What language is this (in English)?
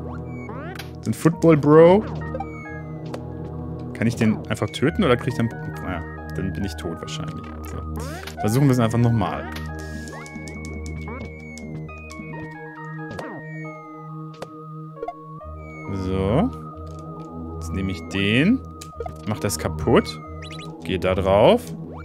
German